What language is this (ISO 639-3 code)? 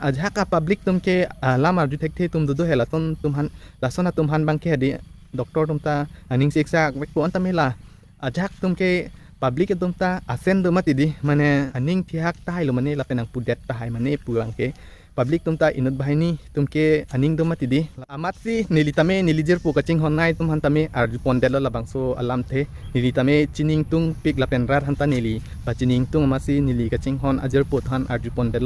mjw